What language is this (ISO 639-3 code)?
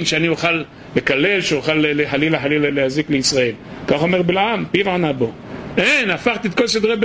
heb